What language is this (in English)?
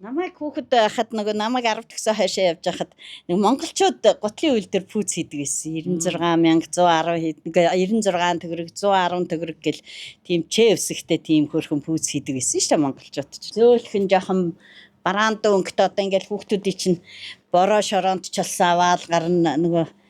Mongolian